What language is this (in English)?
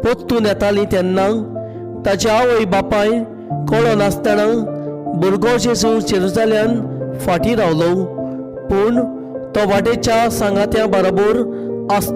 Konkani